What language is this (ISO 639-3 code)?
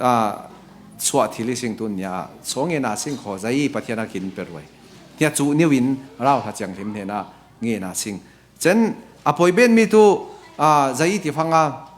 cfm